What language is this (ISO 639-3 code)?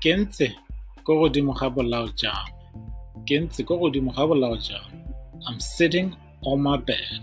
tsn